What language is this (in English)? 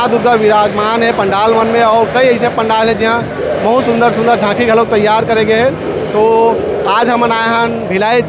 Chhattisgarhi